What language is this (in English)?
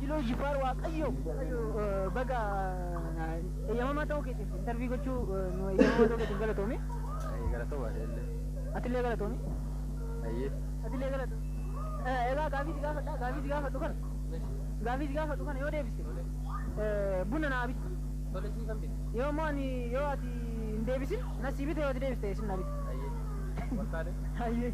Oromo